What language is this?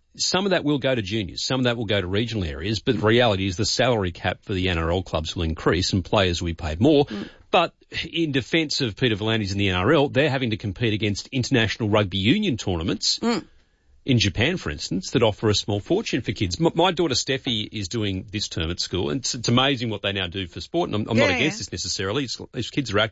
English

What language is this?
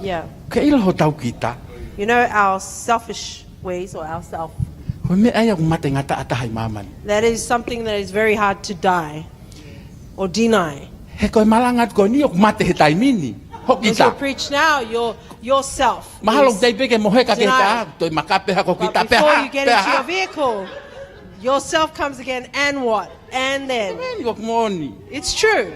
Tongan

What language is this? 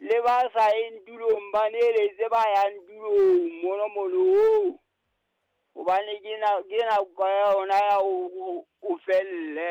Southern Sotho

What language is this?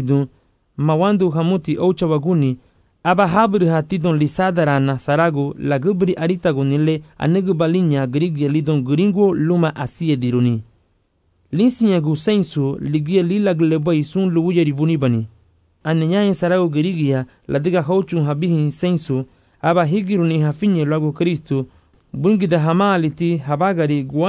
Garifuna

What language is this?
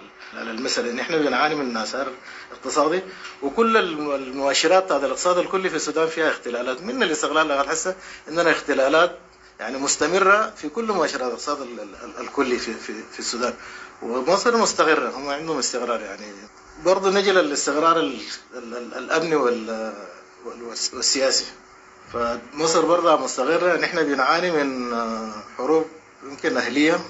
Sudanese Arabic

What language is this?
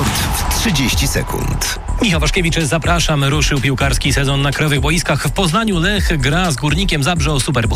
Polish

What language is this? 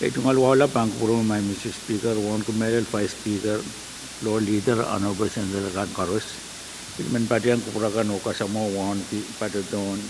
Pohnpeian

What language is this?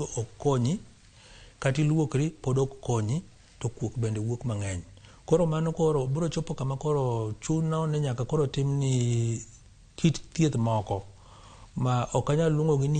Luo (Kenya and Tanzania)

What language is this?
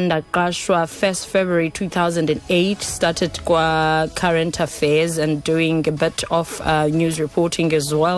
Xhosa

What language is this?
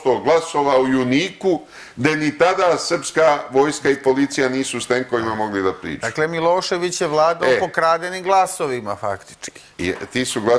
Serbian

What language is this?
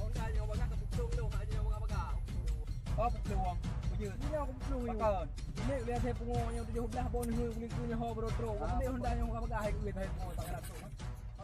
Achinese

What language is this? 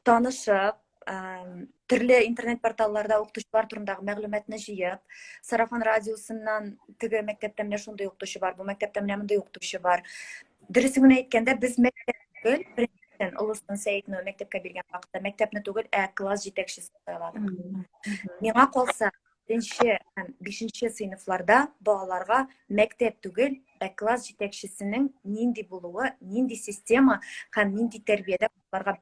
Tatar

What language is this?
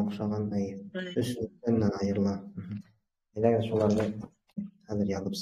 Bashkir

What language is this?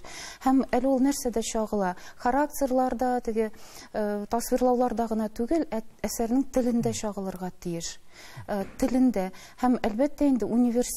Tatar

